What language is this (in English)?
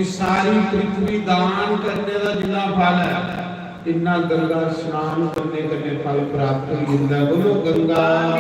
Dogri